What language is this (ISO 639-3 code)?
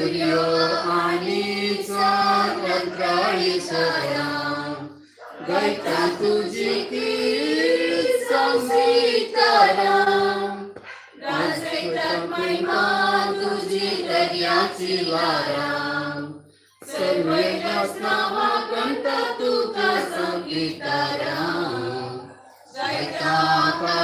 kok